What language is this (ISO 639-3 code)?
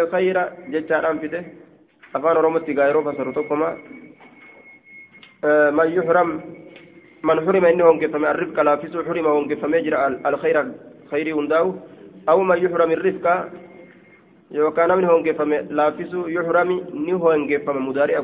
ara